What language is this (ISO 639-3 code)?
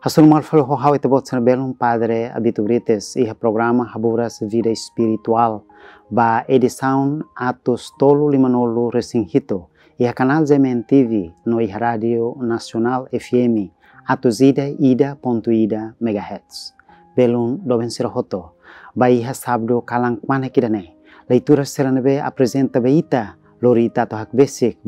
tet